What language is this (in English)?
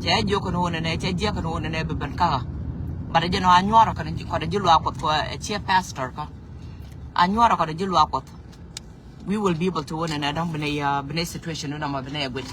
Nuer